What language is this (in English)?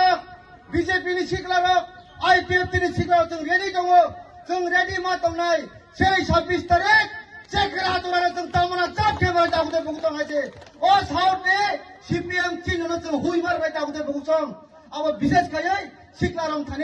Kok Borok